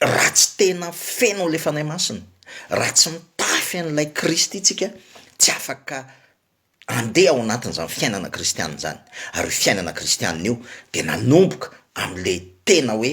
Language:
Malagasy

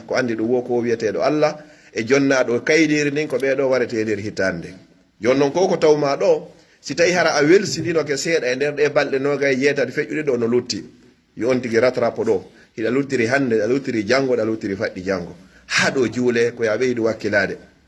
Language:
Pular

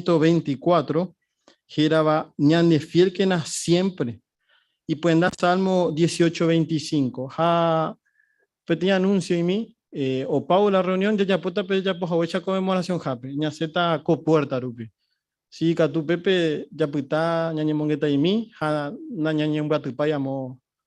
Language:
Guarani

